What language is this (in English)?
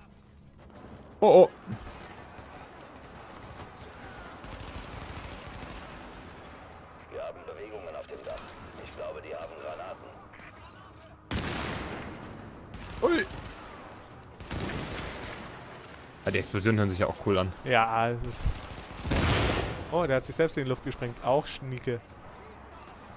German